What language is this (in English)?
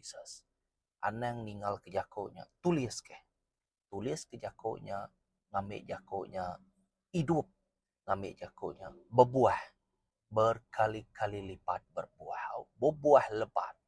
Iban